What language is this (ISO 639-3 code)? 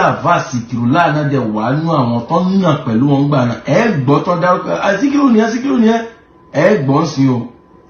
yor